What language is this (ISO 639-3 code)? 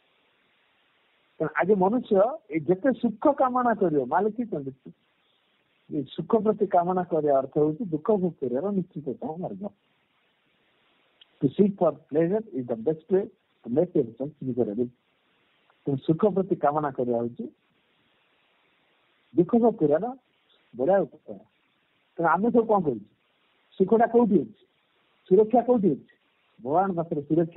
ori